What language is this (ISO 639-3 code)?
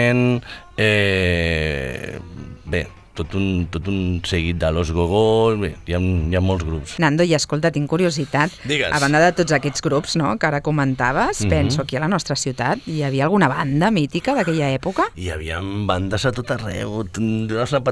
cat